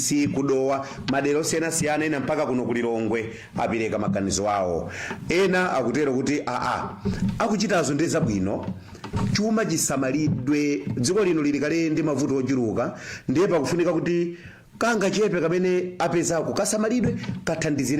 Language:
Nyanja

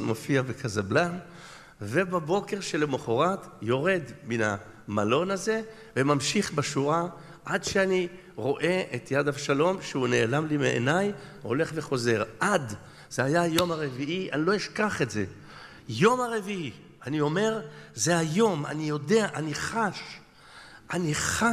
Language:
Hebrew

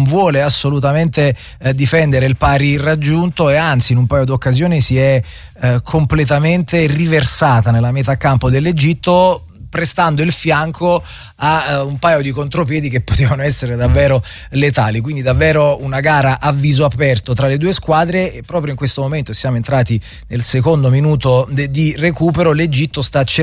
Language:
Italian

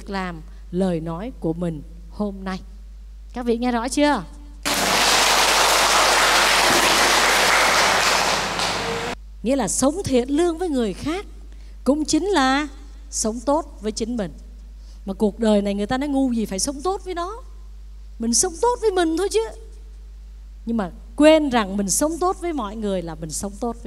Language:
Vietnamese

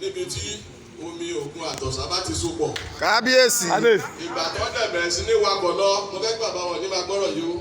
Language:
Yoruba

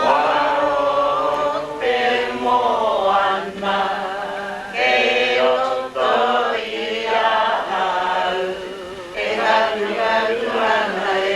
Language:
Māori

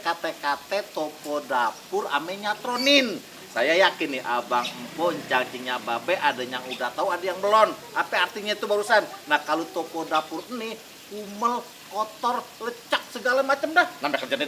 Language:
Betawi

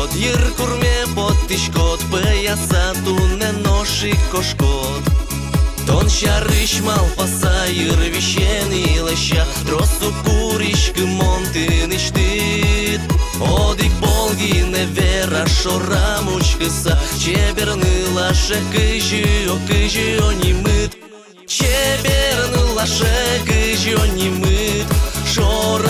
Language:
Udmurt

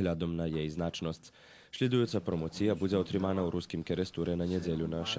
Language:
Rusyn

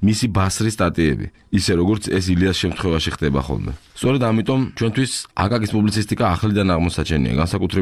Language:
Georgian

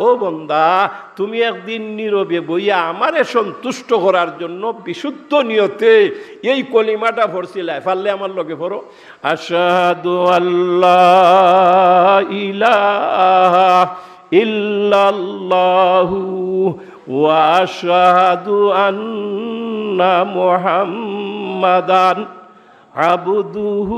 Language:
Sylheti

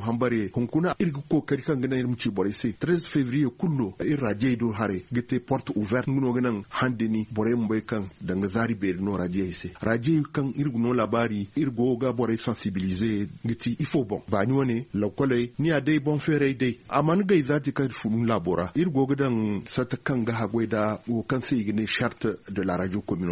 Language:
Zarma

